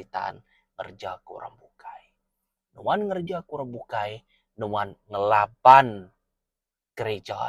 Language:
Iban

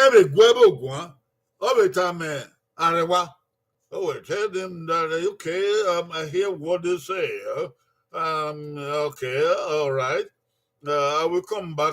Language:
Bini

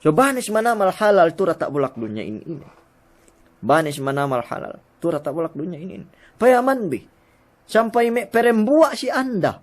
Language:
Yakan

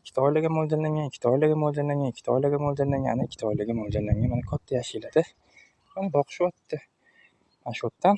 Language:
Uzbek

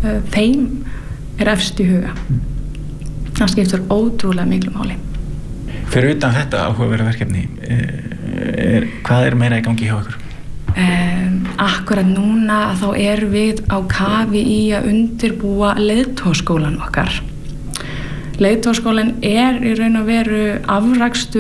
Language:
Icelandic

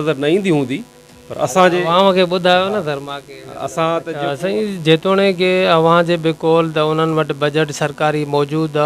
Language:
Sindhi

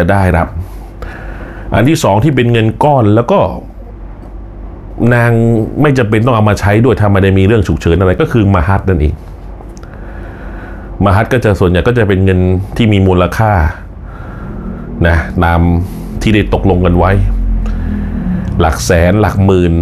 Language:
Thai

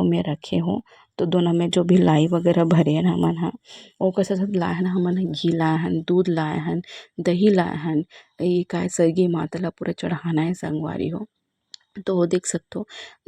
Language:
Chhattisgarhi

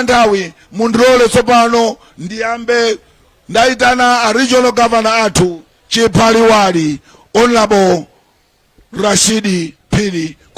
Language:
Nyanja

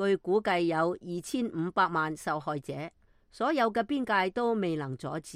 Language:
Cantonese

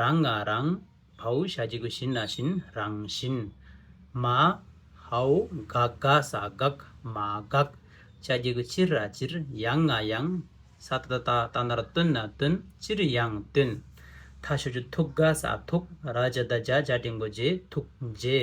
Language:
Tibetan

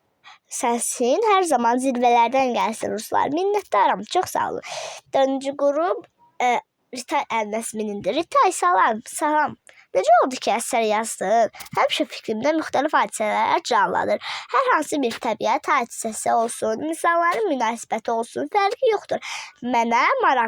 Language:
Azerbaijani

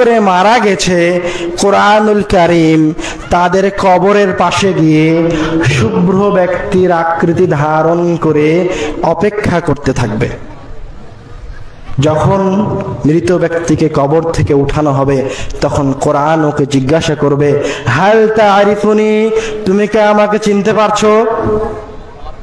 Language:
Bangla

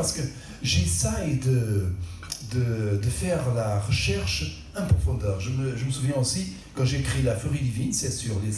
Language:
French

